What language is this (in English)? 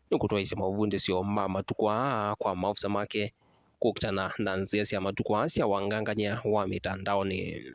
Kamba